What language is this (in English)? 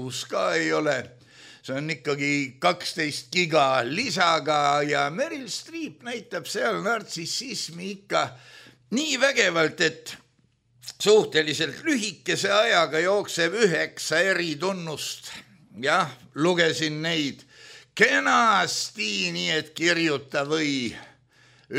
Estonian